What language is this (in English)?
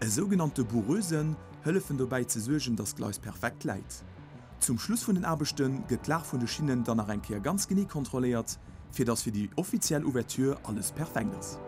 Luxembourgish